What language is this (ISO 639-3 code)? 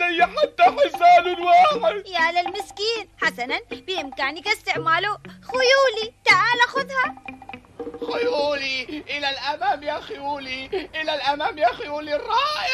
ara